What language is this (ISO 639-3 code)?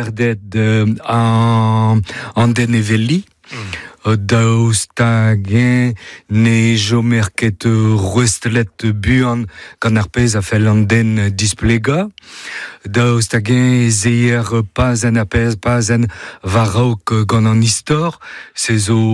bre